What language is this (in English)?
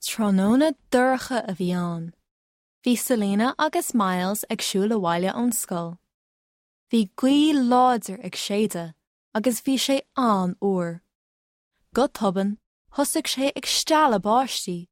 Irish